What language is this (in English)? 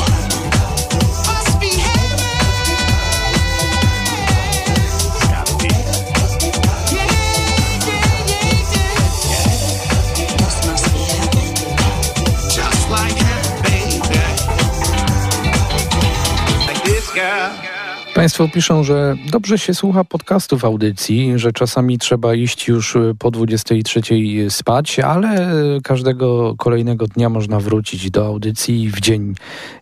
Polish